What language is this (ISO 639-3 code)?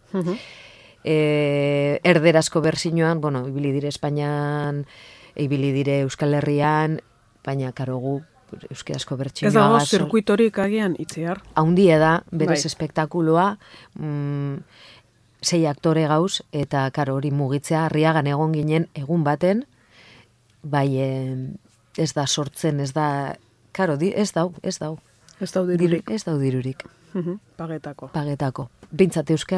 eus